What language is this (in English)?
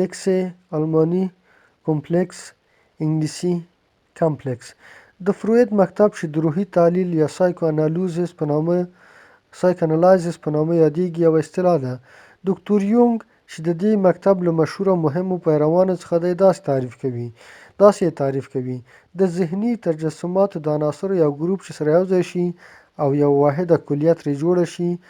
Pashto